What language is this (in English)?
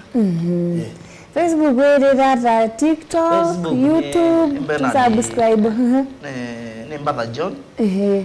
Kamba